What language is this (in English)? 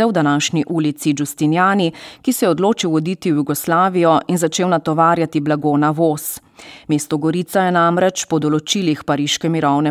Slovenian